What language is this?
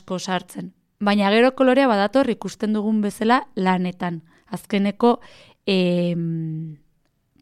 Basque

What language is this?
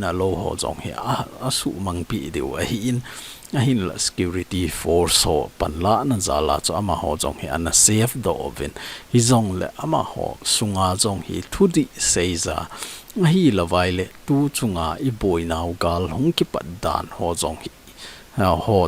Thado Chin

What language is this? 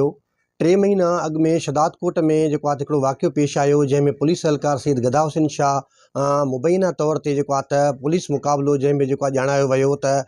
Sindhi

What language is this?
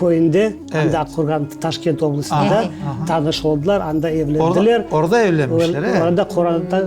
Crimean Tatar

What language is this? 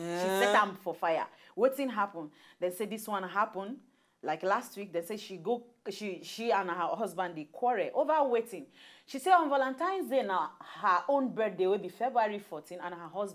Nigerian Pidgin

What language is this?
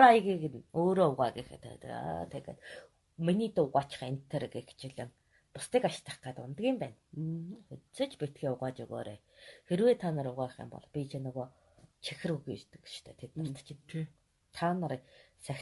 Mongolian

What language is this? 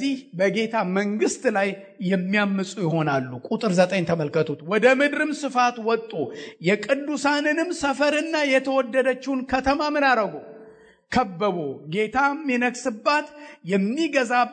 Amharic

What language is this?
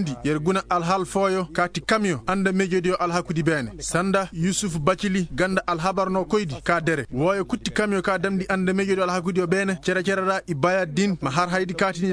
Koyraboro Senni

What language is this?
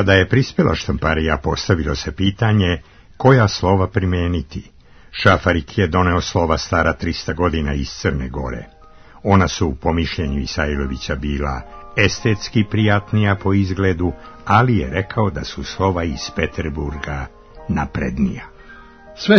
Serbian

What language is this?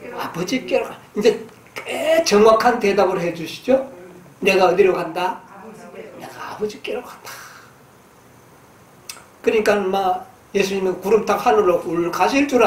Korean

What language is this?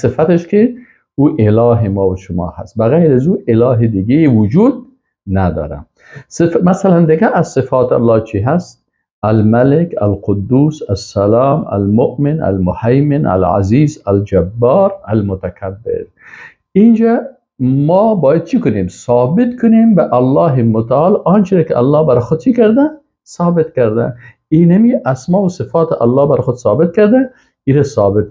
Persian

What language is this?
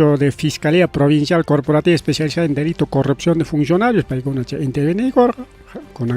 Ayacucho Quechua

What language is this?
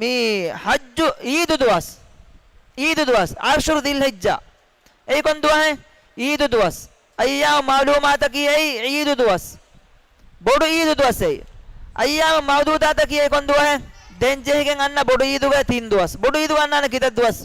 Divehi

